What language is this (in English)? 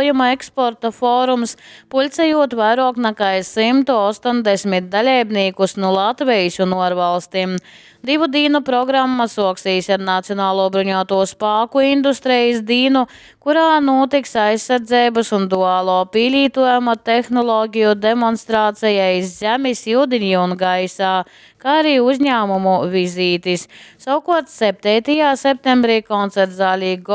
Latgalian